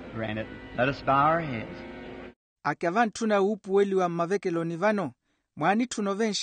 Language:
Makhuwa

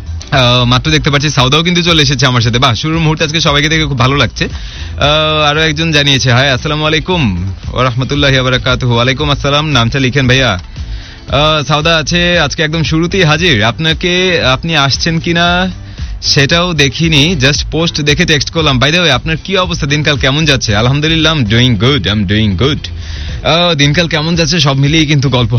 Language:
Bangla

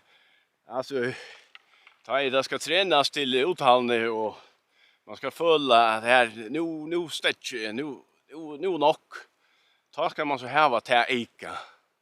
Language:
Faroese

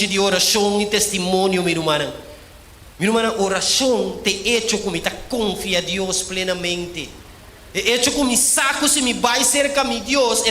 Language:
Papiamento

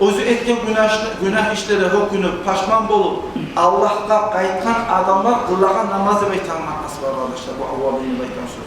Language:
Kumyk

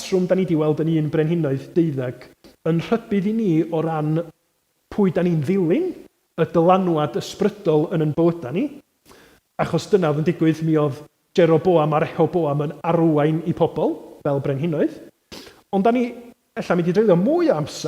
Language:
Welsh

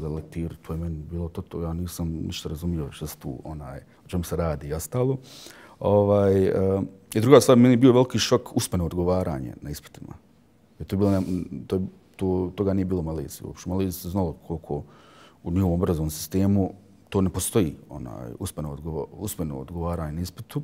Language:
Bosnian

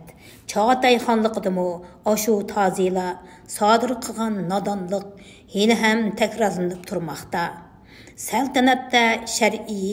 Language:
Uyghur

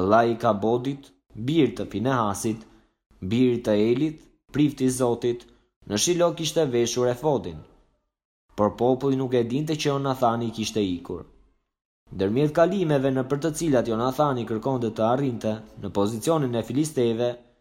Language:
Albanian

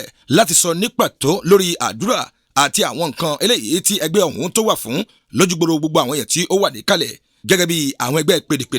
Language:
Yoruba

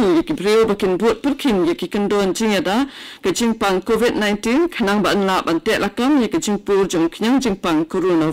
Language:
Khasi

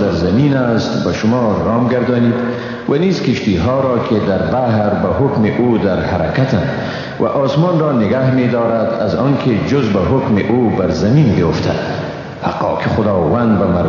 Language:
Persian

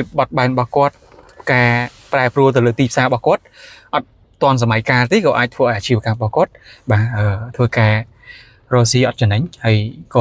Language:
Khmer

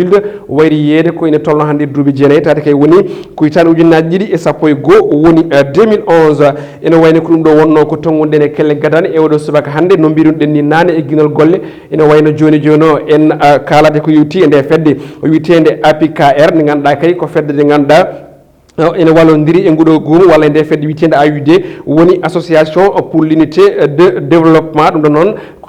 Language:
Fula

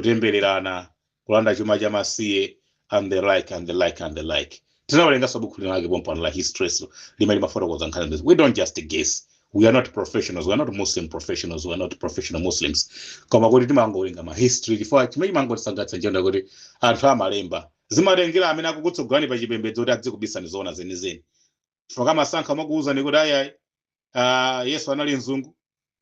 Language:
Nyanja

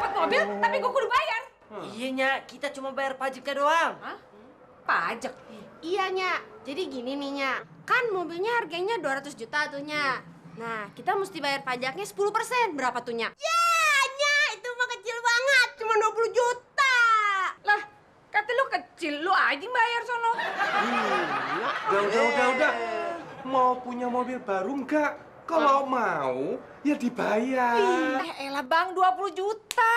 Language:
Betawi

